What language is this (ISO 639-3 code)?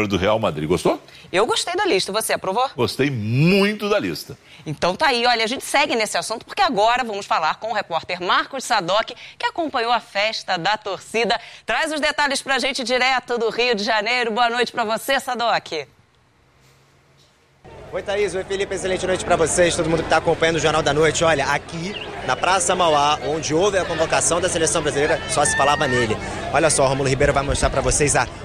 por